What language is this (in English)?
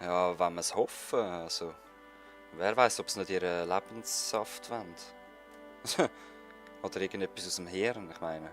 Swiss German